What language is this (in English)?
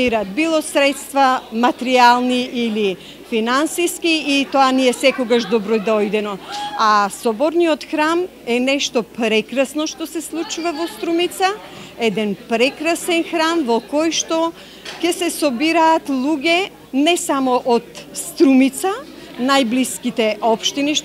Macedonian